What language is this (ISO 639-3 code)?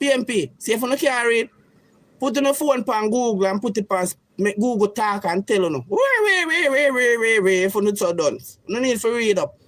jam